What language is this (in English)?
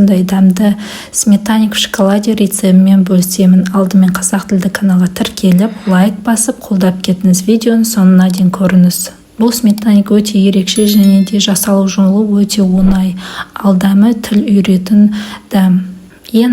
Kazakh